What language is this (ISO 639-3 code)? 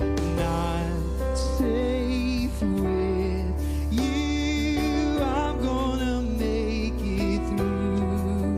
ewe